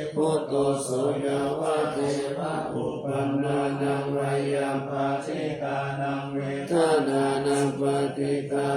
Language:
Pali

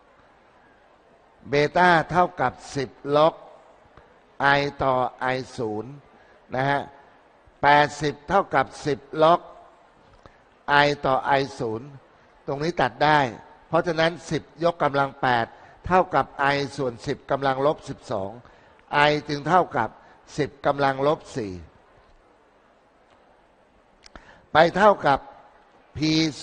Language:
Thai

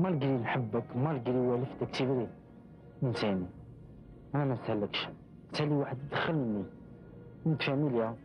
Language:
Algerian Arabic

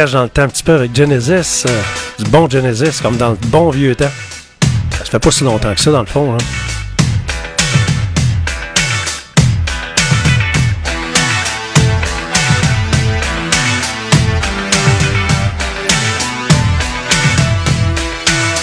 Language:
French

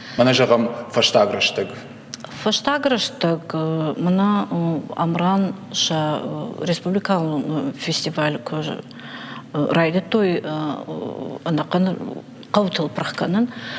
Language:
Ossetic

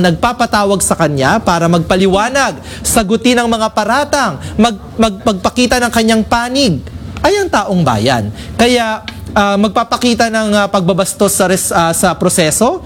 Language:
Filipino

